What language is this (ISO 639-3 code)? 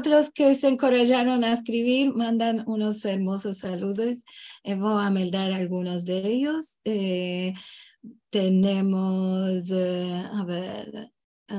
lad